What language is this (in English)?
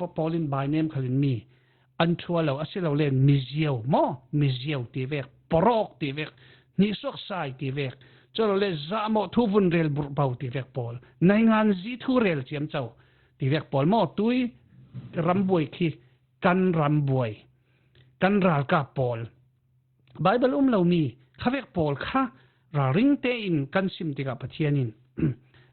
Falam Chin